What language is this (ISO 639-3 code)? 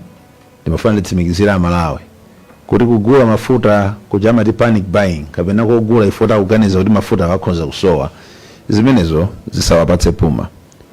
nya